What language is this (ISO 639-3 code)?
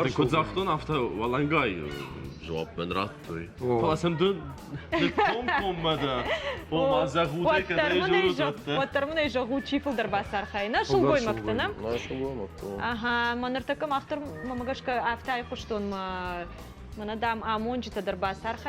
oss